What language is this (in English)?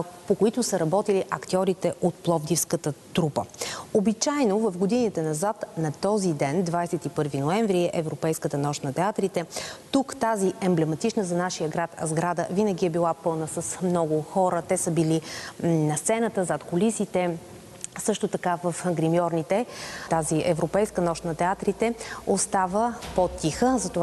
Bulgarian